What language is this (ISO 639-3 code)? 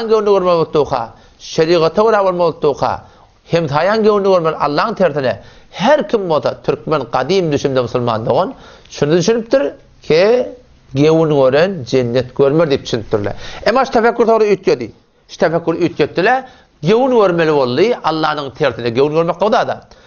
tuk